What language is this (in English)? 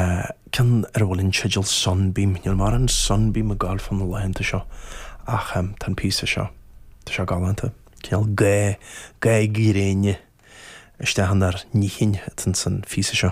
Irish